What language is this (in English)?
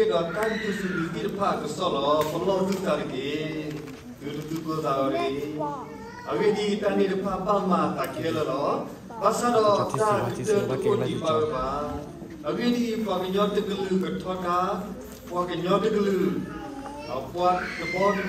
S'gaw Karen